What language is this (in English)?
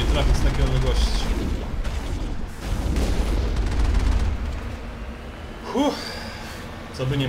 Polish